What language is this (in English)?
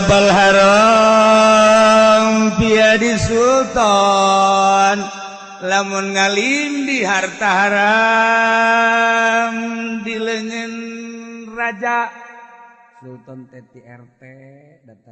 Sundanese